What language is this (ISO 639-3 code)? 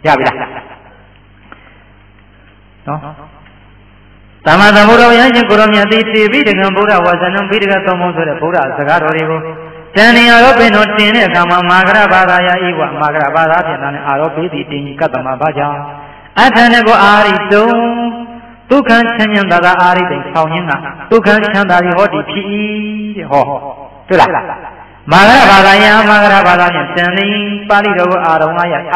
mya